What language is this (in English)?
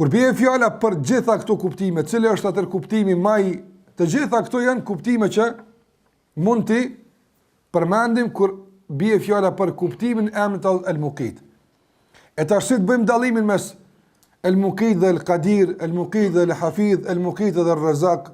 Albanian